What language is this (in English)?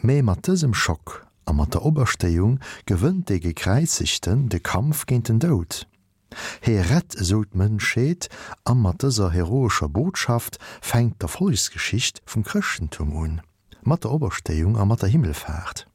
Luxembourgish